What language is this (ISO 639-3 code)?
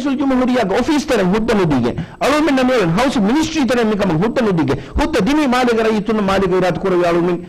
div